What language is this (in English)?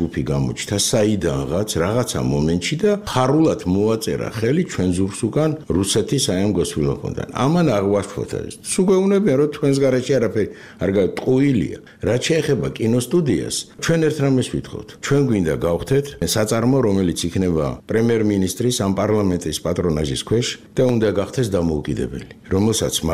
Georgian